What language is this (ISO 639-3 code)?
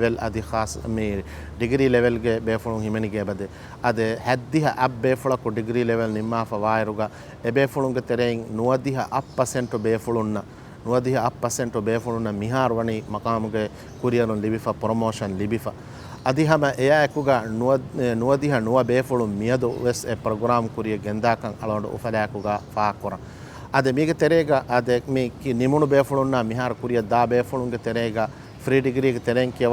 div